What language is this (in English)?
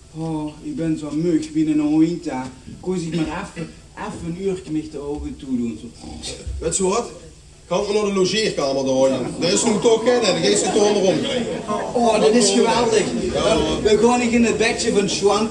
Limburgish